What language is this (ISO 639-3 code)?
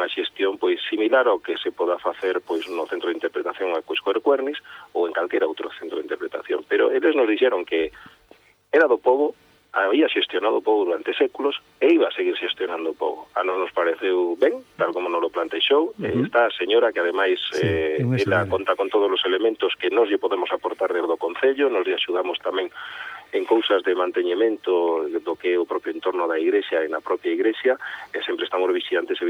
glg